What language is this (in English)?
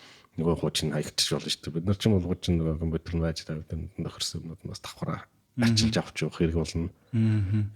Mongolian